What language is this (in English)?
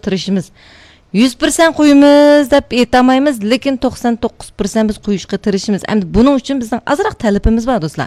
Uyghur